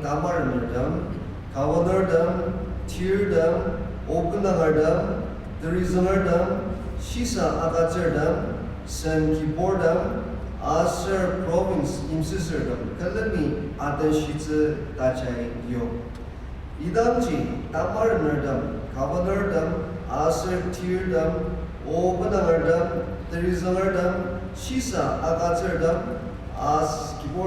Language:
Ao Naga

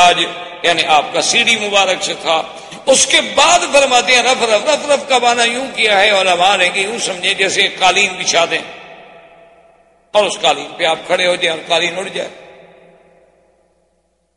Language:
Urdu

